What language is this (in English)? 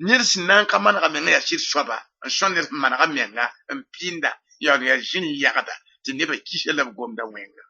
Mossi